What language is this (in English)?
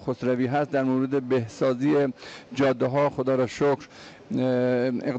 Persian